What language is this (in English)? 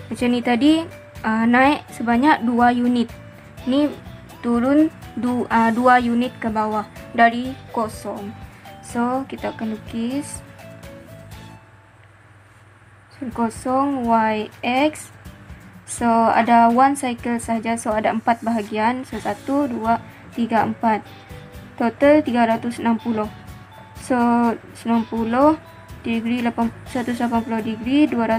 Malay